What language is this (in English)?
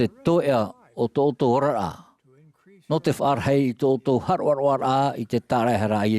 Tahitian